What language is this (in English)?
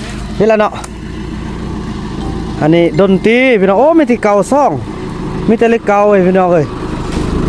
Lao